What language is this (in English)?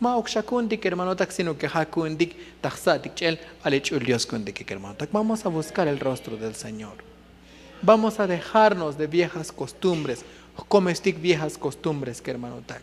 Tzotzil